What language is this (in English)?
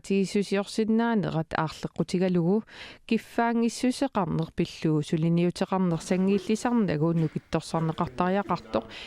Kalaallisut